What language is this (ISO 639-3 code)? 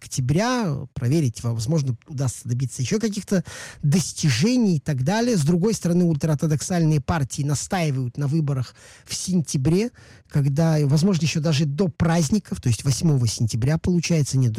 rus